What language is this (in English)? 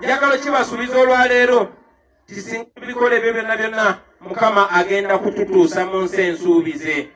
Ganda